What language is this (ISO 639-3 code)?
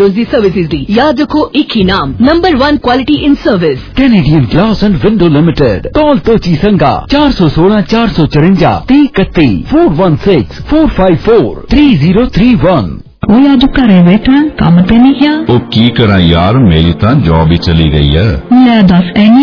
pan